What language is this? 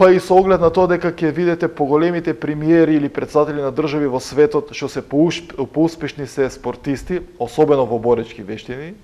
Macedonian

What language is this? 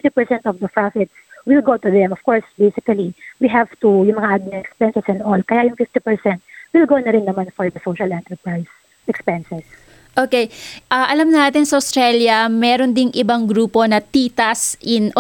Filipino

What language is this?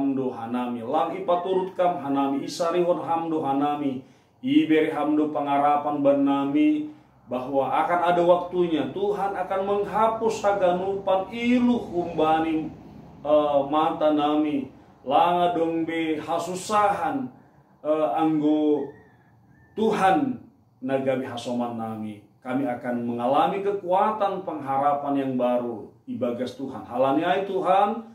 Batak Simalungun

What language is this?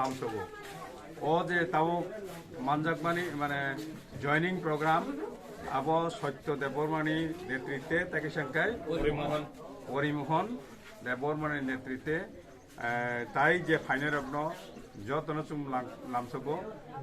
Kok Borok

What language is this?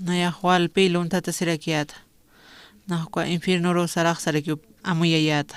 Aymara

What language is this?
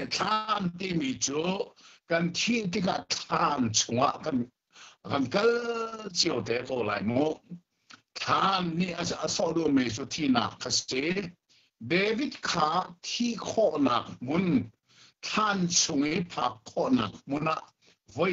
Hakha Chin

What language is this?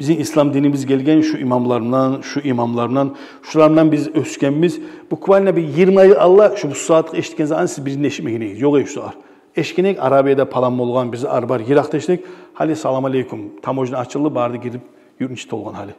Kumyk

